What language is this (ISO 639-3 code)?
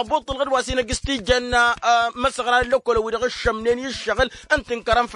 taq